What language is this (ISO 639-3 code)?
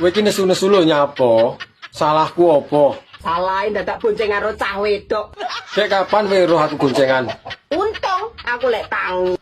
jav